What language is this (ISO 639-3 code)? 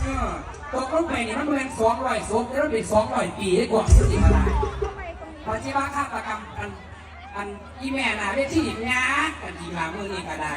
tts